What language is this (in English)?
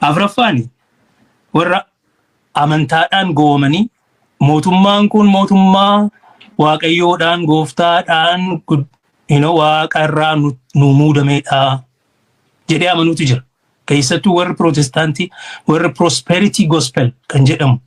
Oromo